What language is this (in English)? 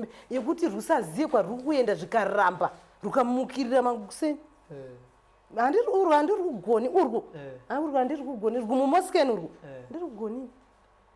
Shona